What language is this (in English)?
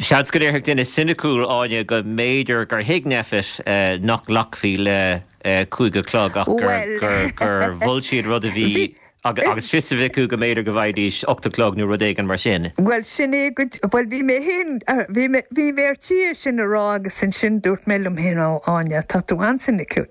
Irish